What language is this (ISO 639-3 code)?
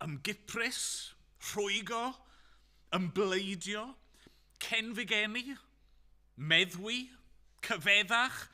cym